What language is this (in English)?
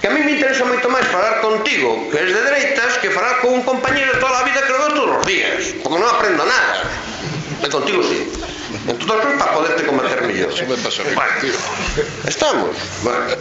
Galician